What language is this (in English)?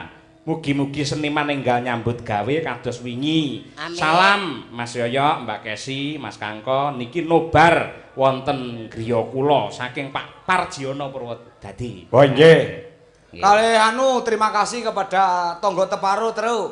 Javanese